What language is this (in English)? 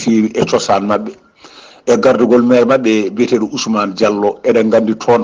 Fula